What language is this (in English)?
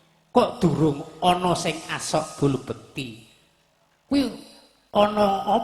Javanese